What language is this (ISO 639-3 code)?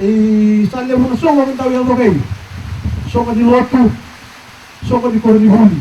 fij